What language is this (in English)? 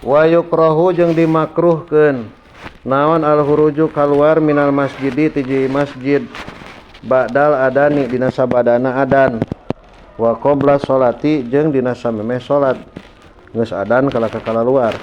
Sundanese